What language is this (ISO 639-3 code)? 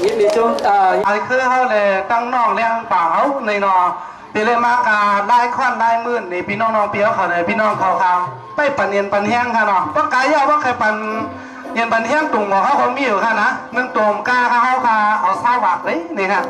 shn